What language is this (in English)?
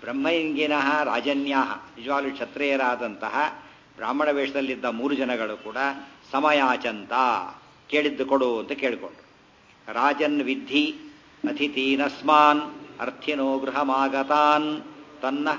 Kannada